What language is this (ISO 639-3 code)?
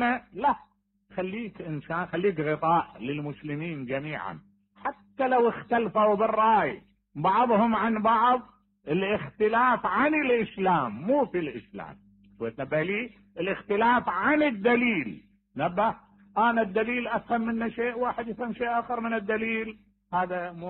acm